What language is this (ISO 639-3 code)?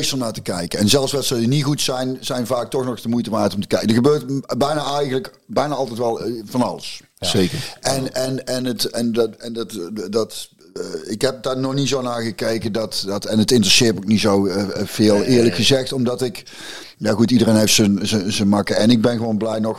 nld